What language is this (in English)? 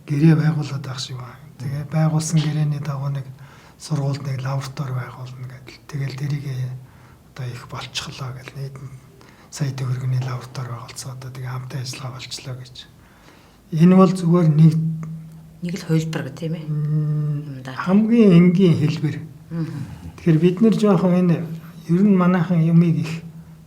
Mongolian